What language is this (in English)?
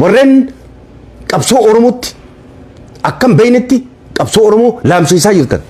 Oromo